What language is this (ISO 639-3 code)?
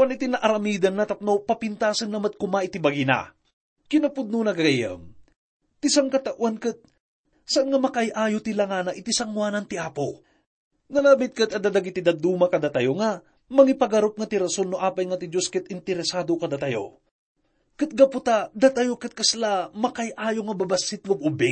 ilo